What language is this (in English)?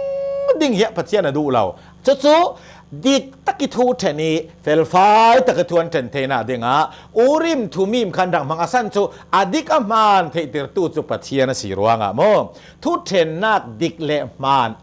Hakha Chin